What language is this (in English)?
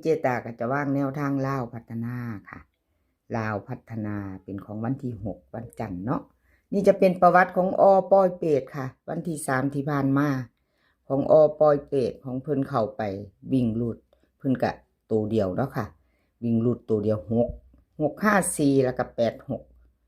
Northeastern Thai